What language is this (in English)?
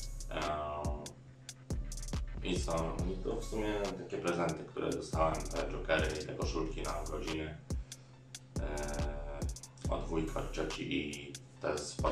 Polish